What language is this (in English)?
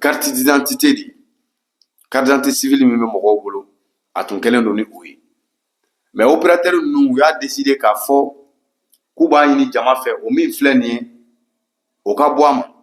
Bambara